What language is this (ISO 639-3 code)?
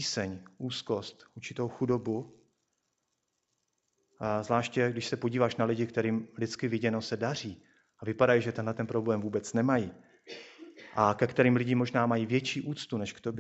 ces